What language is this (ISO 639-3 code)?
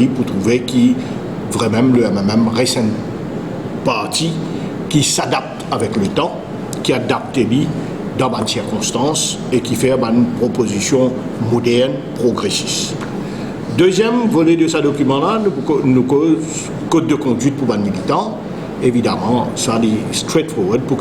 mfe